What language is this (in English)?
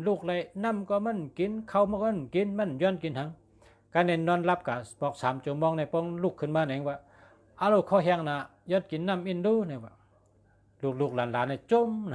Shan